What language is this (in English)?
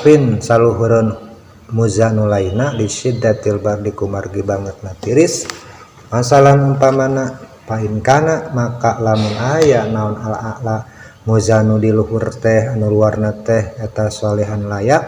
Sundanese